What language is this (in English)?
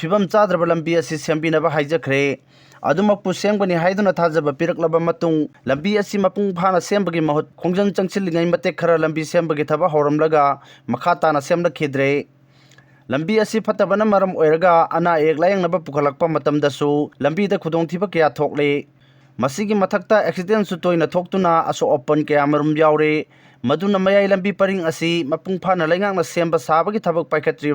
Manipuri